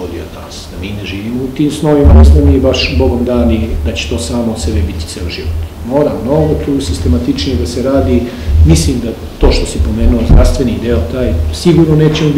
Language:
Serbian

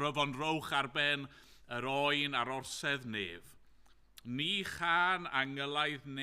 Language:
Welsh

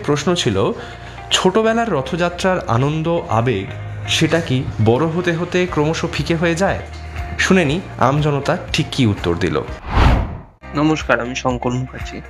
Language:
Bangla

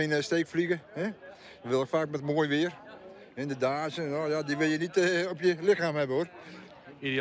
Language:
Western Frisian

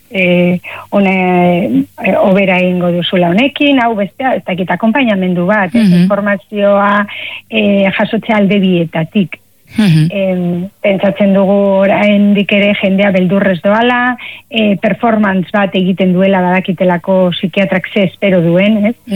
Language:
Basque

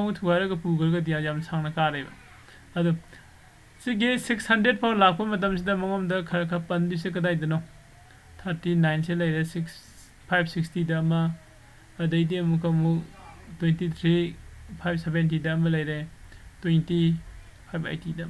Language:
Manipuri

